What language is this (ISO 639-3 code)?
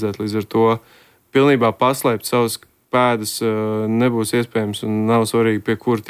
lav